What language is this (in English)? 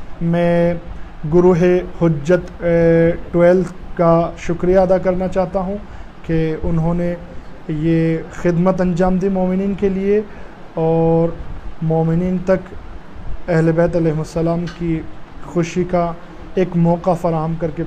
Urdu